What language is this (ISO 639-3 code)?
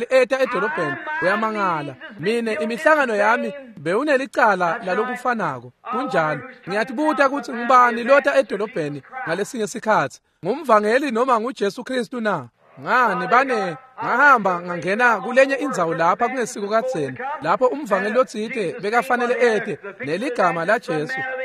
ssw